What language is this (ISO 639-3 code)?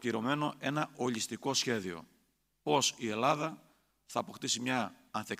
ell